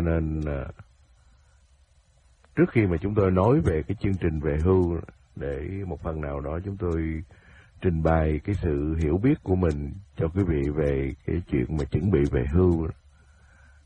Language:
Vietnamese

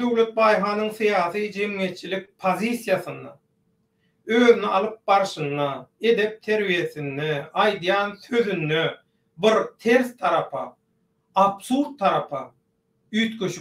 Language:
Turkmen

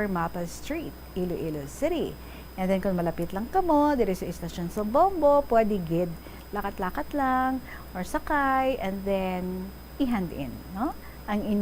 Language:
Hiligaynon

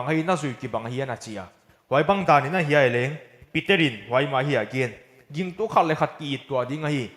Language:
Paite Chin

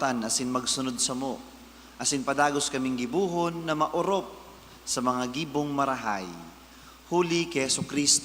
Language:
Bikol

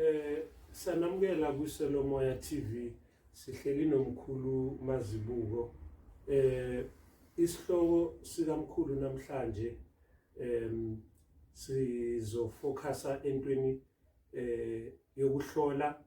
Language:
Zulu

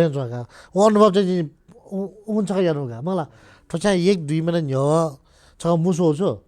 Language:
Newari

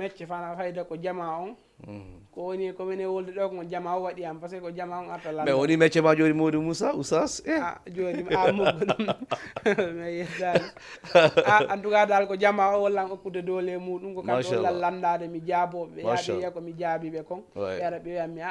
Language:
Fula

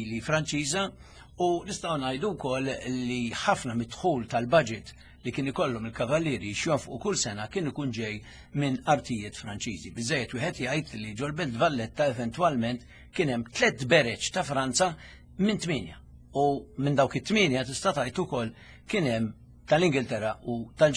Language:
Maltese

